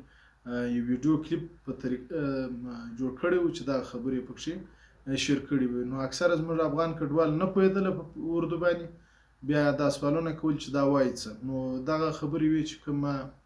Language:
Pashto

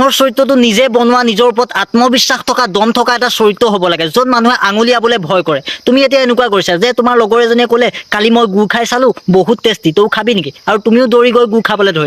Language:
Assamese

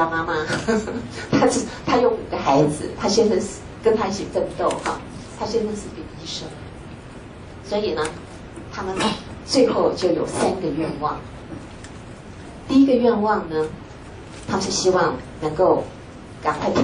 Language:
Chinese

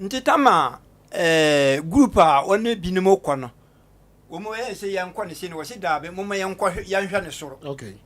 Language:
Akan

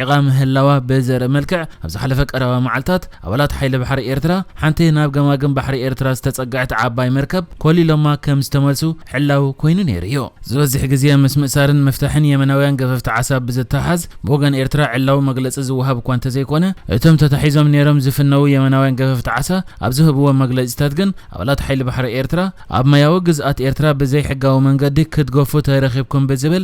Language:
Tigrinya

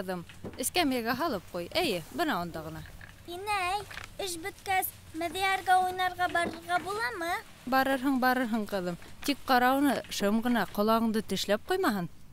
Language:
Bashkir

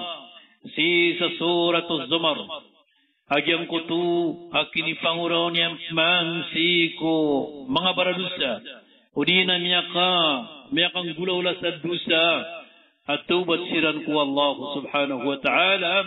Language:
Maranao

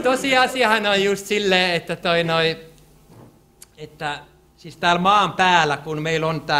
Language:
Finnish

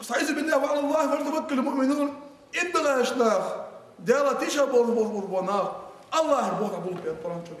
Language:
Ingush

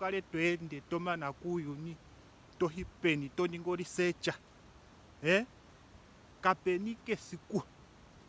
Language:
Ndonga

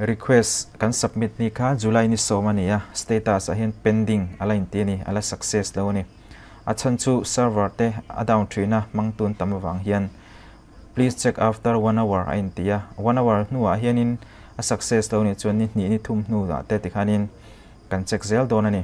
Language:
Mizo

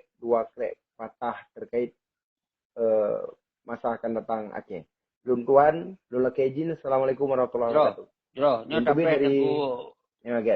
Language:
Achinese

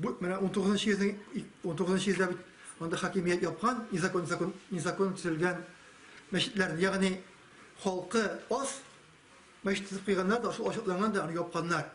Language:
Tatar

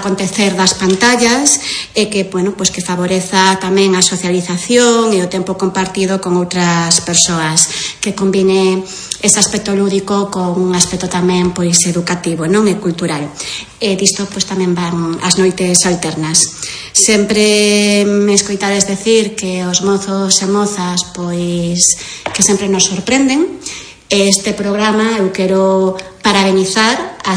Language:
Galician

